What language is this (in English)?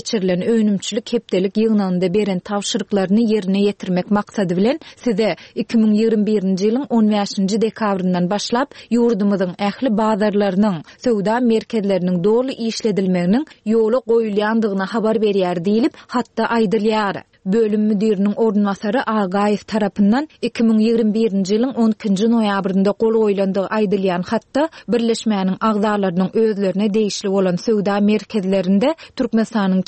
Turkmen